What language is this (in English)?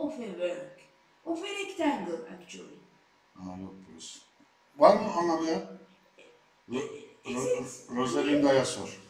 Turkish